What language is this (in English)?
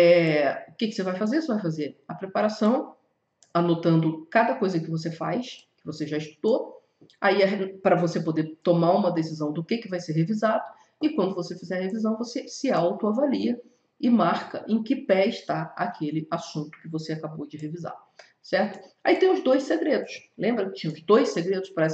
Portuguese